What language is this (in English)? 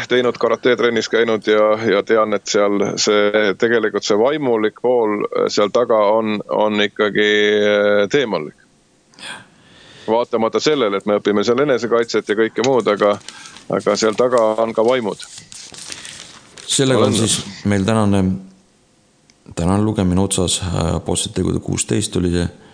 Estonian